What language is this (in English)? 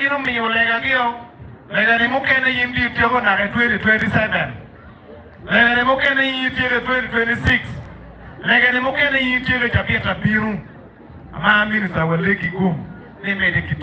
Acoli